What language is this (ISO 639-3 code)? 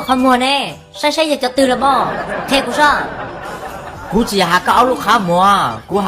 hmn